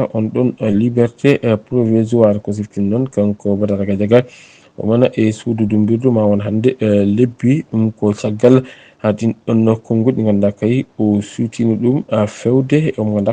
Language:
Fula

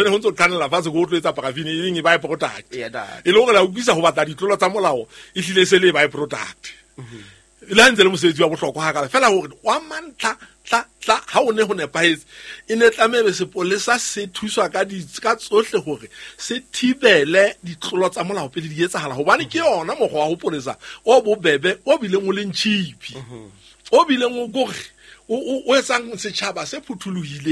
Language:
Southern Sotho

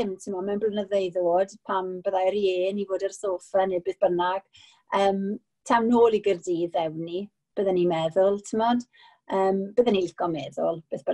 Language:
Welsh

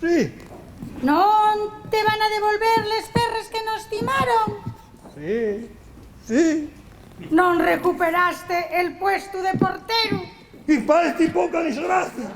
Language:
Asturian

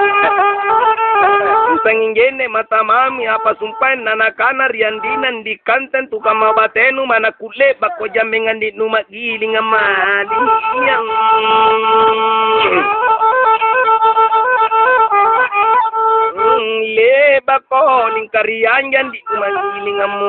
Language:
Makasar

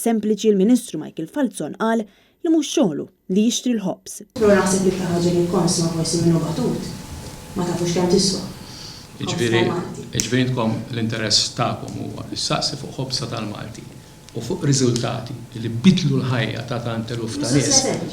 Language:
Maltese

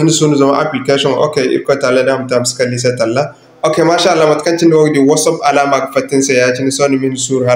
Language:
Zarma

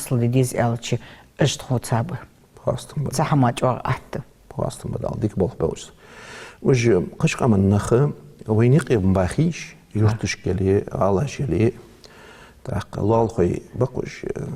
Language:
Ingush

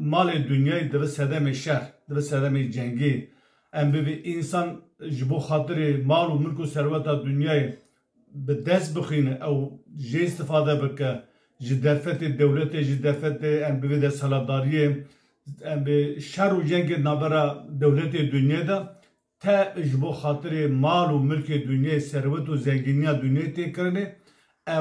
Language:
Kurdish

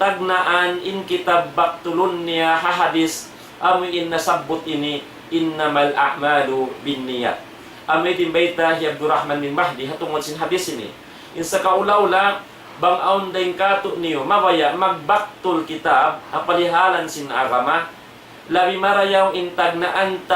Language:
Tausug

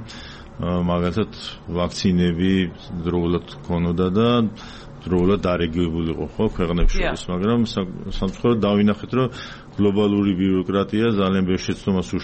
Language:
Georgian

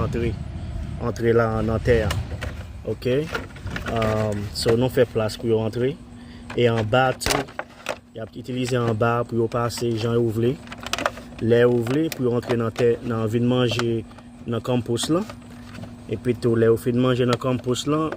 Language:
Haitian Creole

